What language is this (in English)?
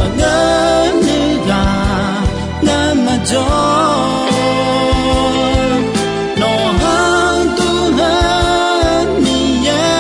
Akha